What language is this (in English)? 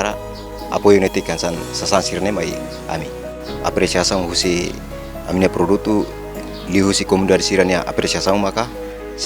Tetum